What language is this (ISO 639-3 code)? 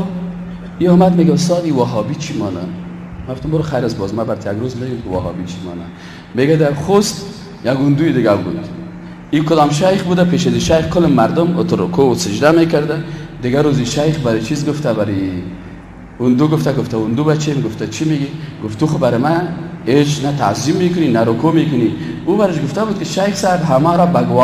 fas